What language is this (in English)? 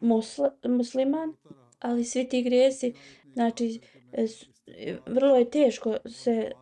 Bosnian